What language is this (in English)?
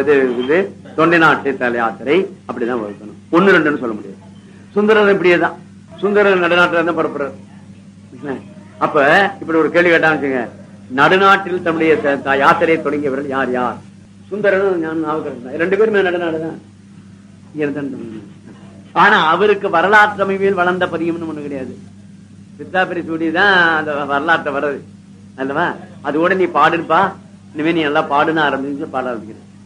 Tamil